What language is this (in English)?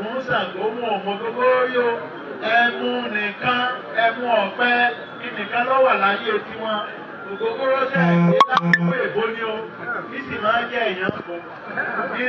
Yoruba